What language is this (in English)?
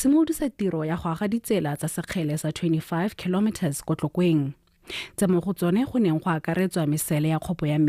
Tswana